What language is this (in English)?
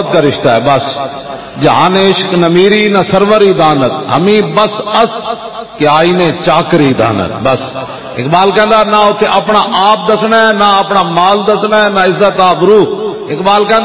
Western Panjabi